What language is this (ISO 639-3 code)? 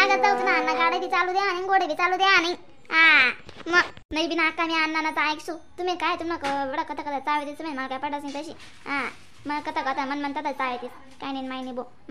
khn